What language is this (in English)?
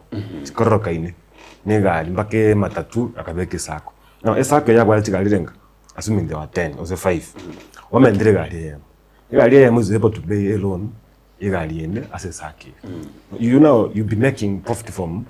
Gusii